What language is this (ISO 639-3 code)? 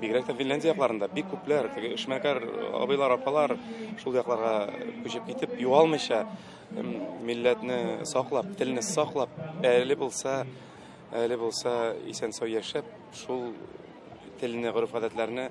tat